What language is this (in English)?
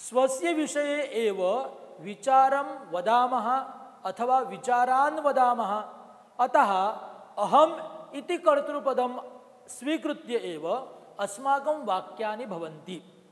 Sanskrit